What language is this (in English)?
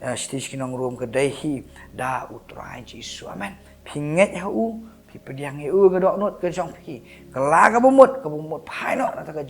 Khasi